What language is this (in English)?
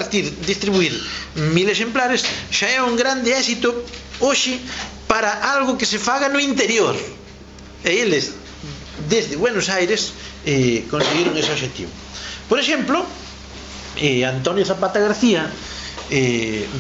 Galician